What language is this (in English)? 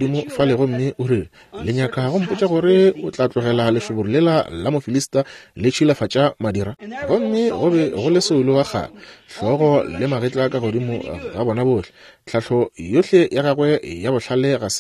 Northern Sotho